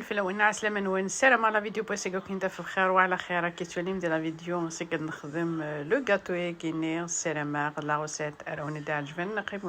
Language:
Kabyle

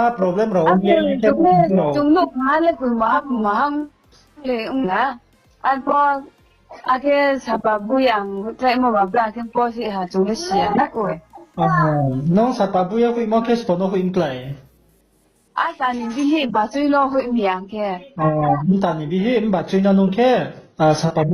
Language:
Riang (India)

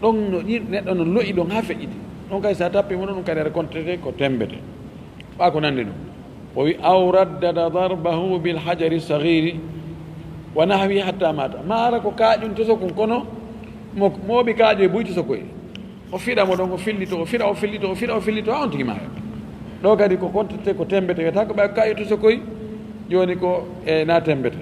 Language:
Fula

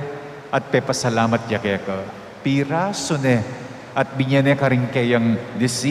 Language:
Pampanga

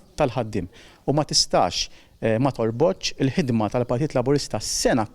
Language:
Maltese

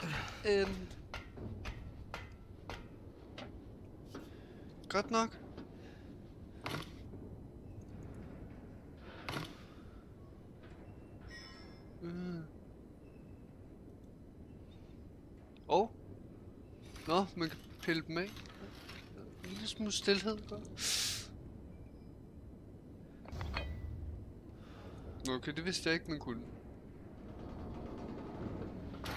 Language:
Danish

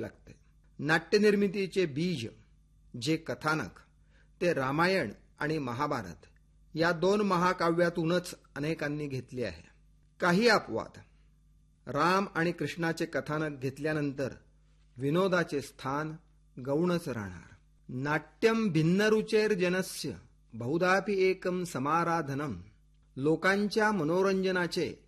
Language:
Marathi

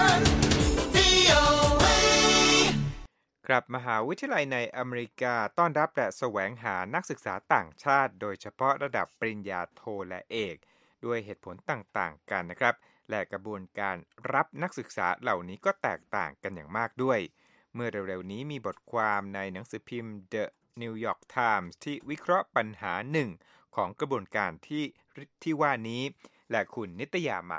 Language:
Thai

